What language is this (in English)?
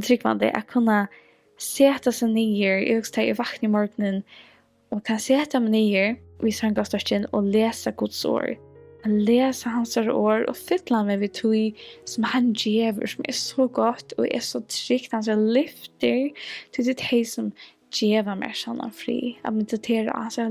Faroese